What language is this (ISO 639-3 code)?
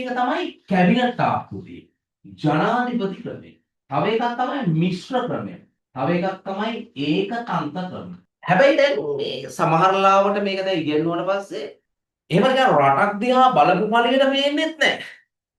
sin